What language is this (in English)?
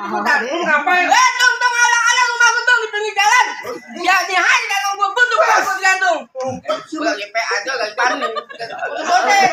Betawi